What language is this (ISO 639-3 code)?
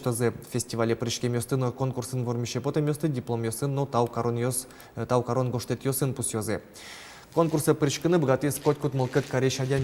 udm